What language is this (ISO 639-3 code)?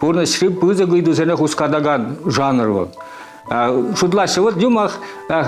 chv